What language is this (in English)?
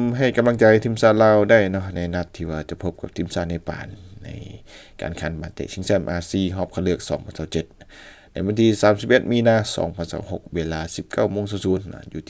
Lao